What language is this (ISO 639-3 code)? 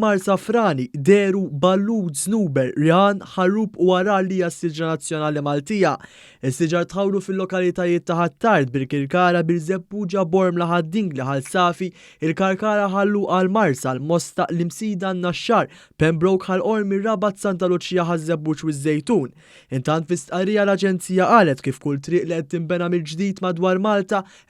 mlt